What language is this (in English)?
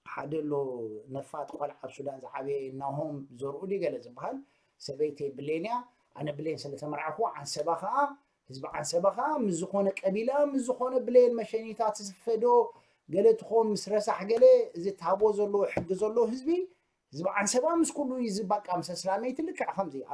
Tigrinya